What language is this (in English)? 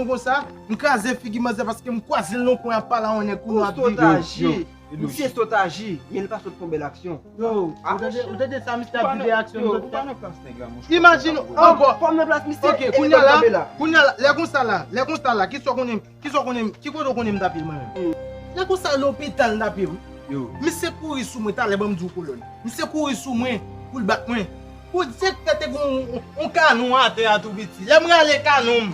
Haitian Creole